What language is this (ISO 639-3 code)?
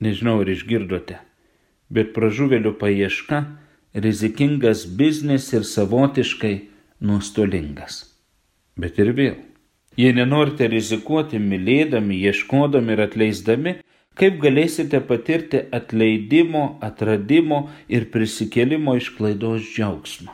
lit